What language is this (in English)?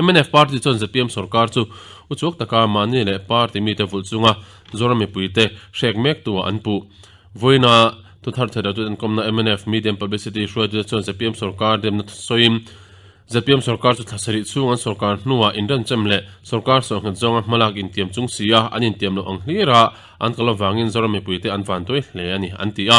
Mizo